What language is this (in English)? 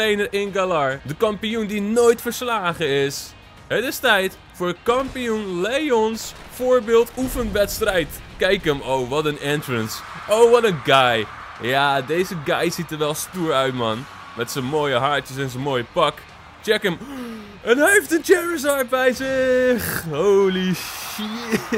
Dutch